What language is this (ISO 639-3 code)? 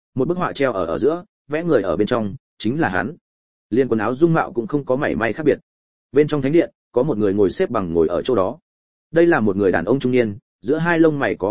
vie